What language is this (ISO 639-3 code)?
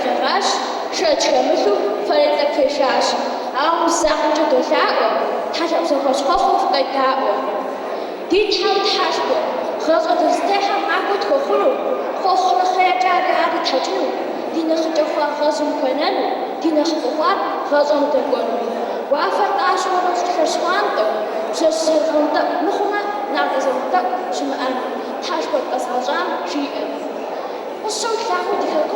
kbd